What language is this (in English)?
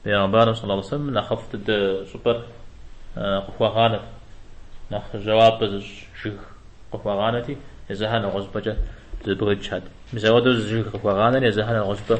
Kabardian